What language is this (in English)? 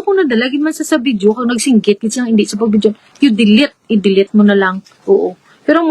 Hiligaynon